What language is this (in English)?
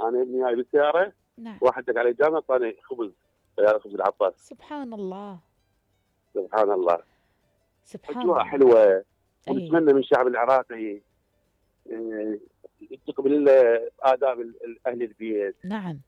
Mesopotamian Arabic